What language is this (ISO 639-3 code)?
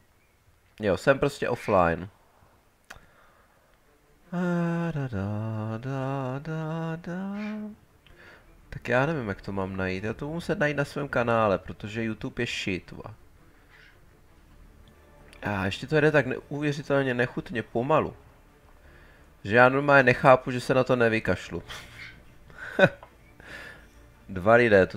ces